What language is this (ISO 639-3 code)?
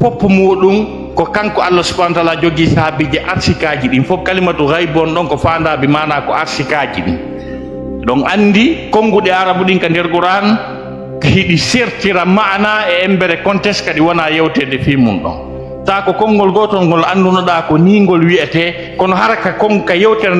ful